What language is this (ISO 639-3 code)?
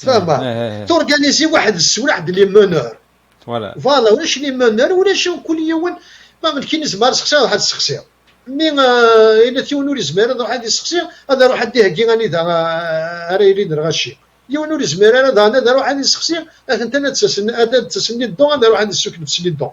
kab